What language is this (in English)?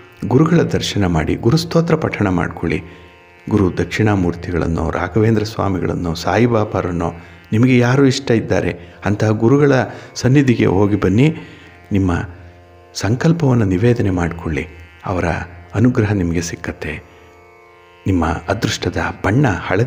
Kannada